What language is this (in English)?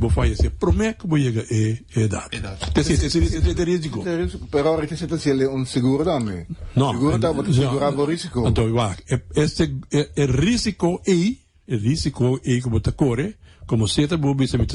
Papiamento